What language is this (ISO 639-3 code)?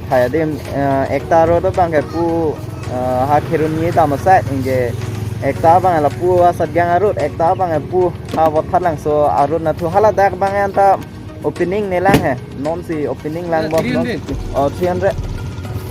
mjw